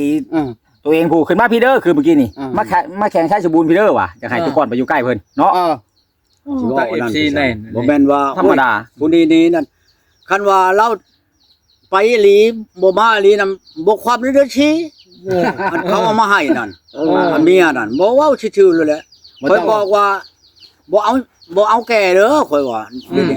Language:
Lao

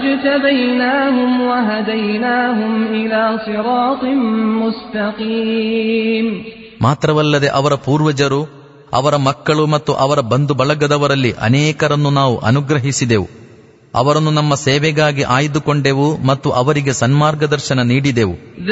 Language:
Kannada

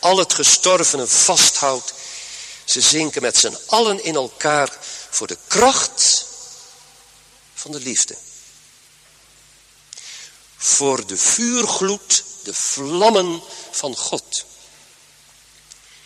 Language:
Dutch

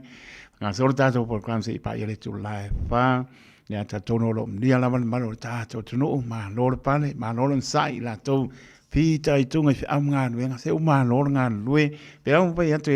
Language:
Samoan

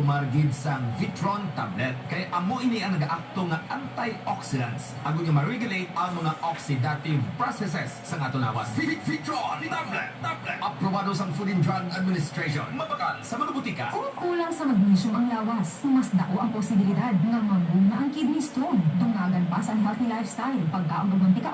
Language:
Hiligaynon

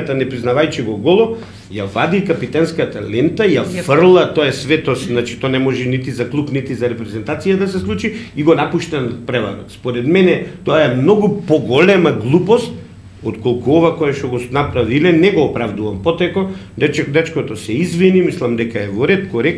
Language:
Macedonian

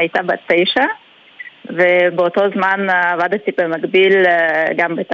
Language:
Hebrew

